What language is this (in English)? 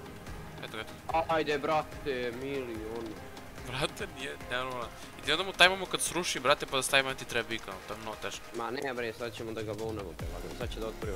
Serbian